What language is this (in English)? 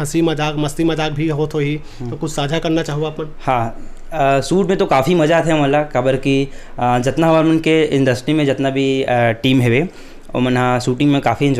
Chhattisgarhi